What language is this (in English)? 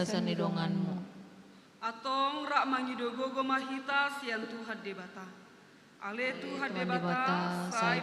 Batak Toba